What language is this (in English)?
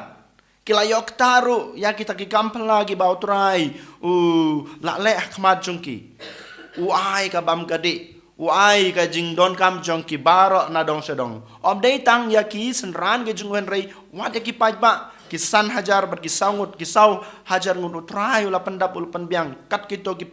Khasi